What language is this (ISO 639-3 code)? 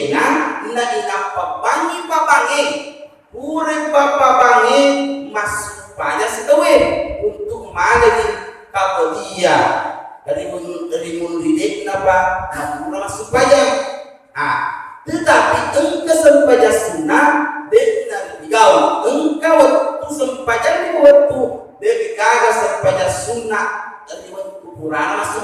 bug